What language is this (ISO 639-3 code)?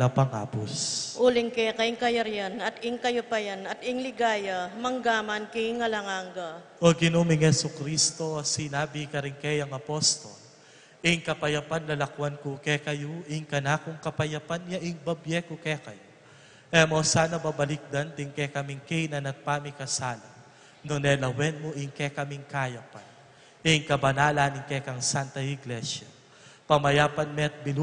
pam